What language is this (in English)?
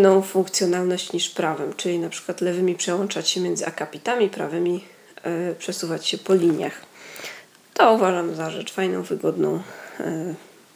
Polish